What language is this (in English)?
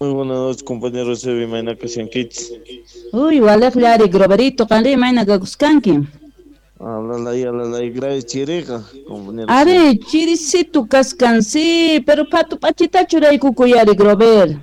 South Bolivian Quechua